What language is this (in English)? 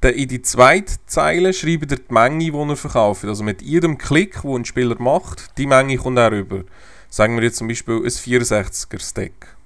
Swiss German